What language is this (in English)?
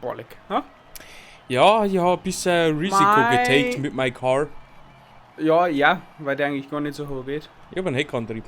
Bavarian